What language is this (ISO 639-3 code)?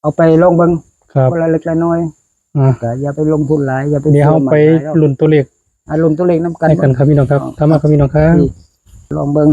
tts